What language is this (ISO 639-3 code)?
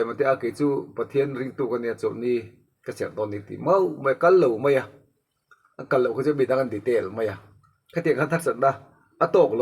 lus